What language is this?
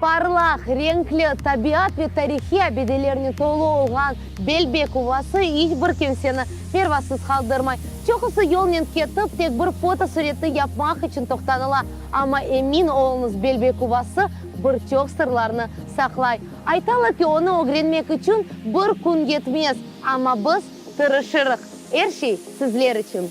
Crimean Tatar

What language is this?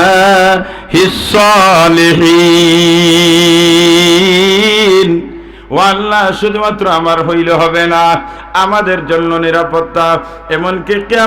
Sylheti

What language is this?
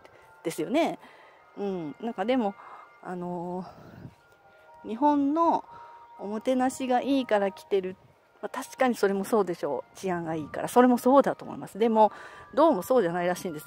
Japanese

